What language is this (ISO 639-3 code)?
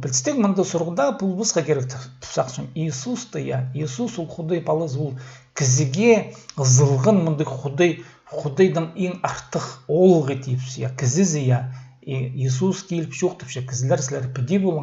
kjh